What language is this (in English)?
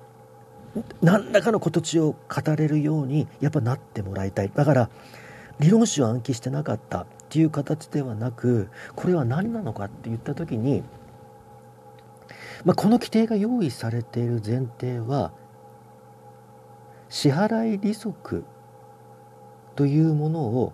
Japanese